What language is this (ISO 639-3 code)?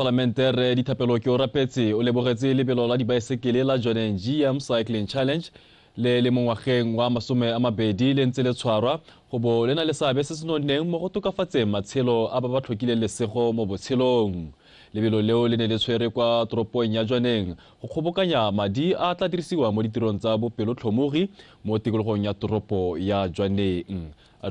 tsn